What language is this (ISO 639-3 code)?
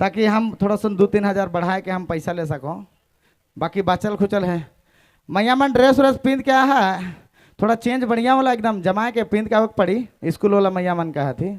sck